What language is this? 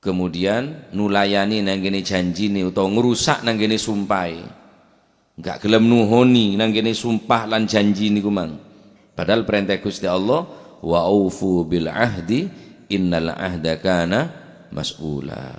Madurese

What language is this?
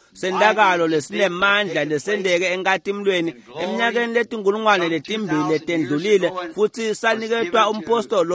Swati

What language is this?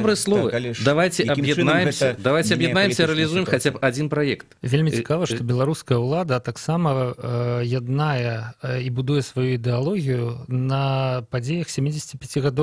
Belarusian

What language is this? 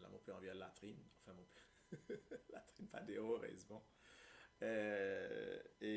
Morisyen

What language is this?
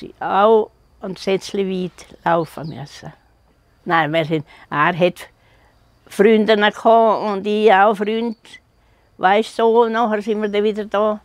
Swiss German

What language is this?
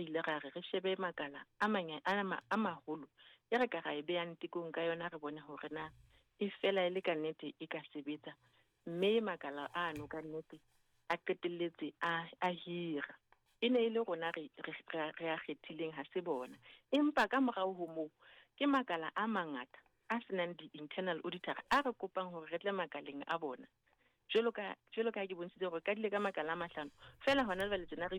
Southern Sotho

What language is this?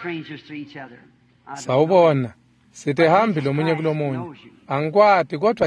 Swati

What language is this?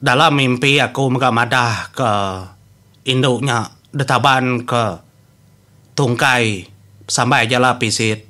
Iban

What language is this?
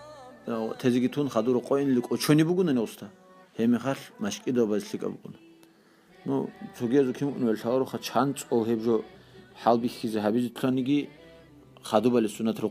Avaric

